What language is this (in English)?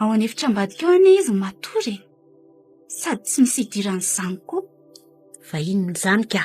Malagasy